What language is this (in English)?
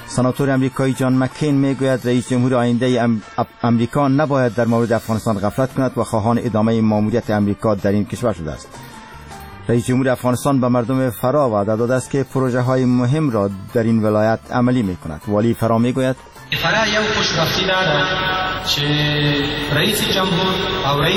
Persian